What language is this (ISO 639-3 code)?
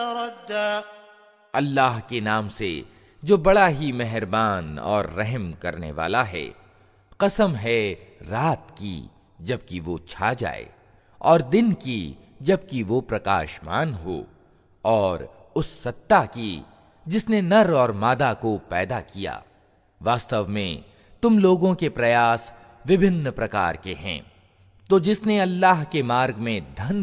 hin